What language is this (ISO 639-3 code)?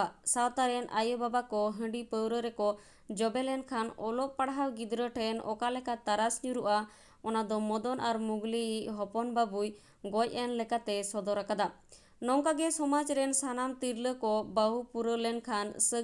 sat